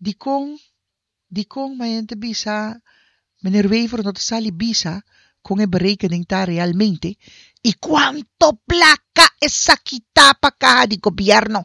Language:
Papiamento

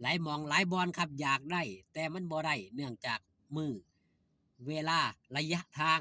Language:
Lao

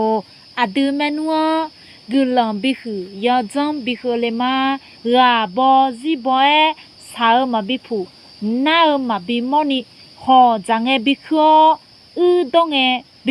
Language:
Akha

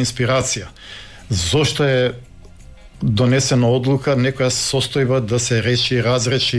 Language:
Macedonian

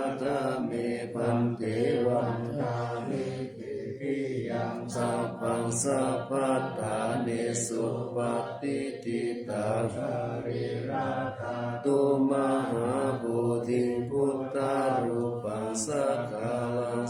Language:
Pali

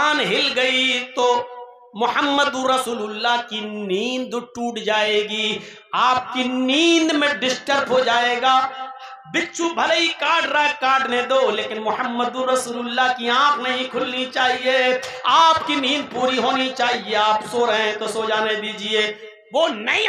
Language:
Urdu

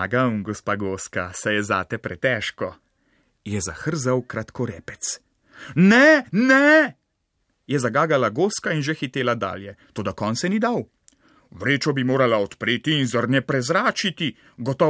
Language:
Slovenian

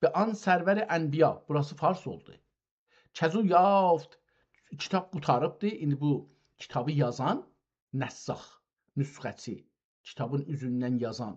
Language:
South Azerbaijani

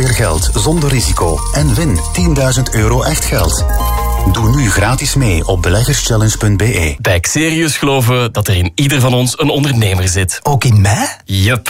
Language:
Dutch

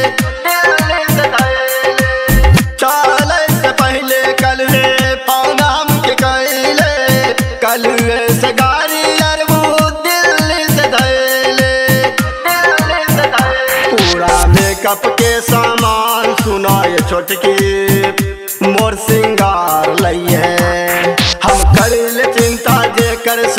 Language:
Bhojpuri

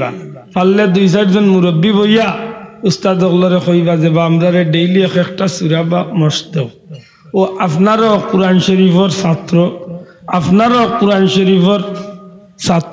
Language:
Sylheti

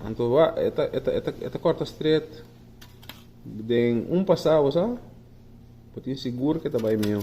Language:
Papiamento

